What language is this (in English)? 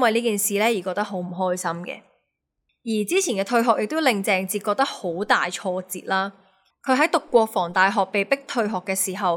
Cantonese